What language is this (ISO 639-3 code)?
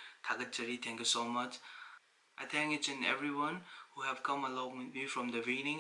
mni